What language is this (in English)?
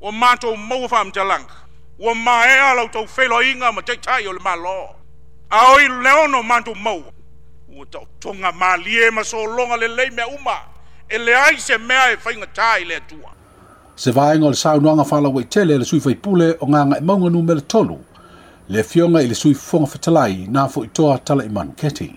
Samoan